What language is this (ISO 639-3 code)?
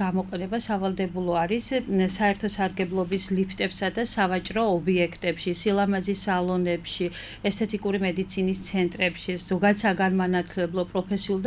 kat